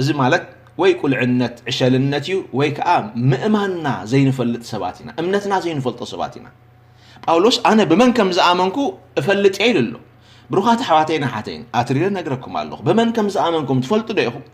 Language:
Tigrinya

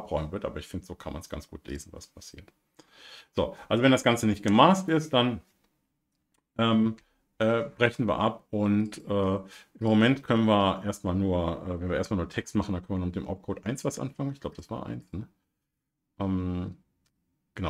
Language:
German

